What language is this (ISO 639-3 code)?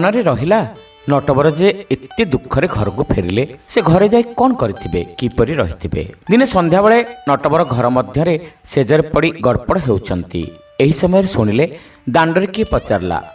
ori